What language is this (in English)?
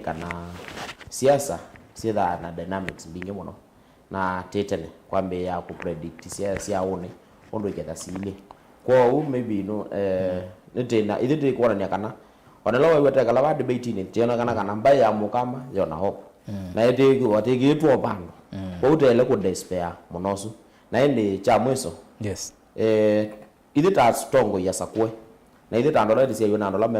Kamba